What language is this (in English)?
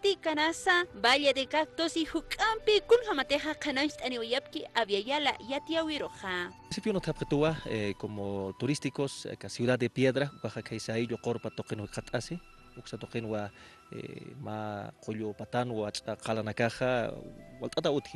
Aymara